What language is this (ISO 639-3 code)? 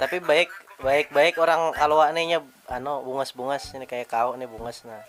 bjn